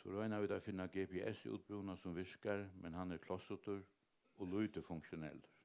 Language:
Faroese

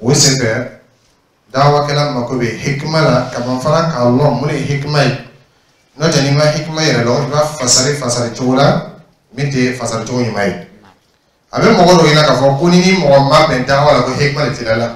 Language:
Dyula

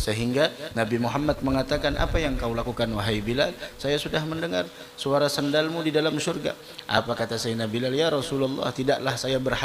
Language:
Indonesian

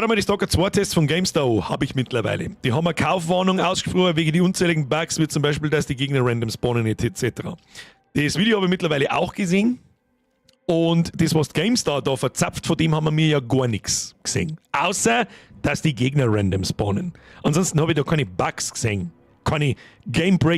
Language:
Bavarian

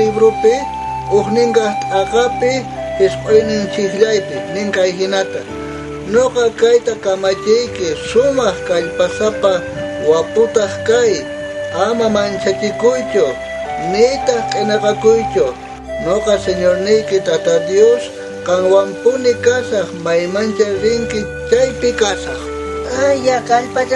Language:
South Bolivian Quechua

